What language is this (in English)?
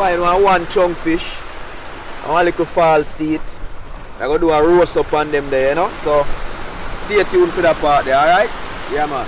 Jamaican Creole English